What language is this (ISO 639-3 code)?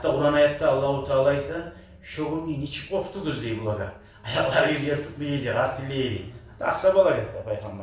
kum